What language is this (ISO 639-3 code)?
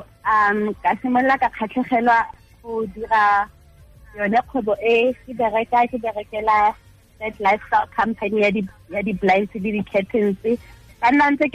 tsn